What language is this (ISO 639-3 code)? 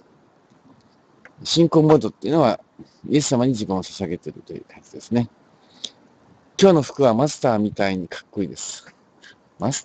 jpn